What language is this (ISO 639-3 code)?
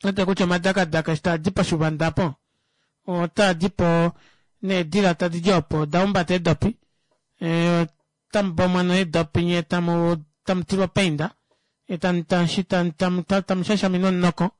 kua